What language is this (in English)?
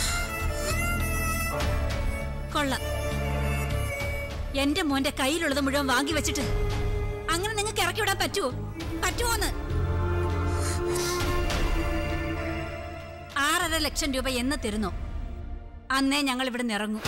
Malayalam